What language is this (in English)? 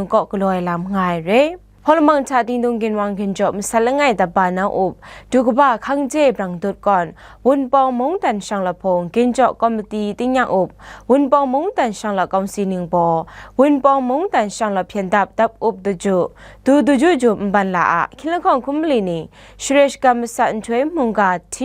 Kachin